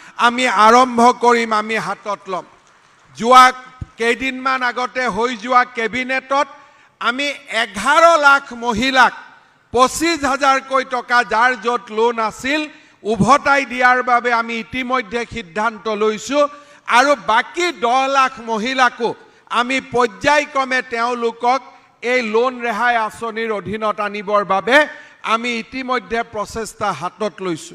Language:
Assamese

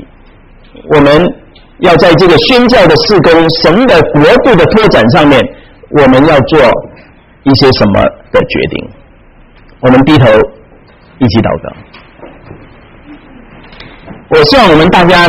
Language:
Chinese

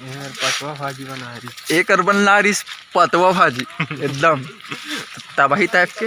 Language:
Chhattisgarhi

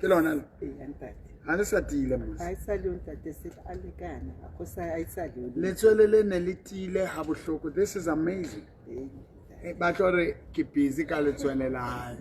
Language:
Southern Sotho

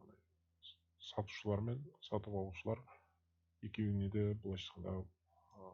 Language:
Kazakh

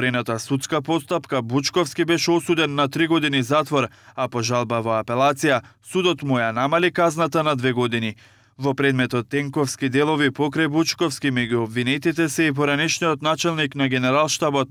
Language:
Macedonian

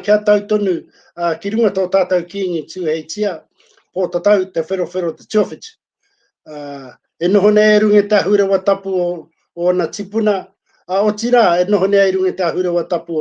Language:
Māori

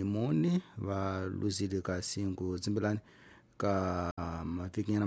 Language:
Tsonga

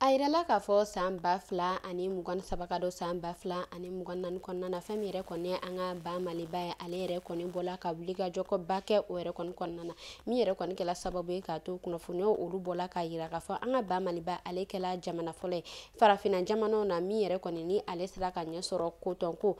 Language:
Bambara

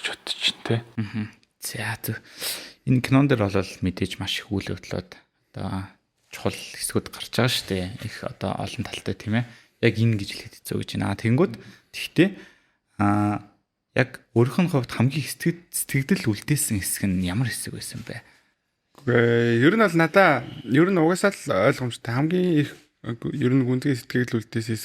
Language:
Mongolian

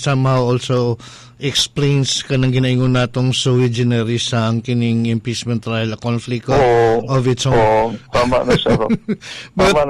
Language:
Cebuano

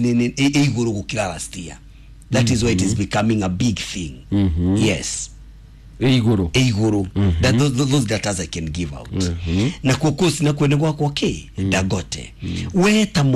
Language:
Kikuyu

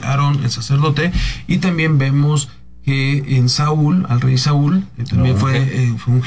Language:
Spanish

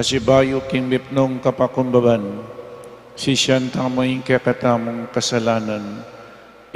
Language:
Pampanga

